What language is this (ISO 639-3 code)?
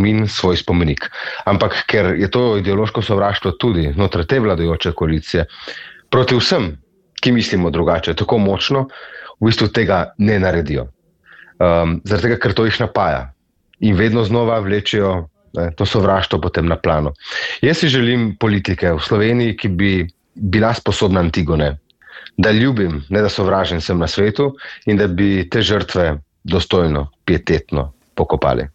slv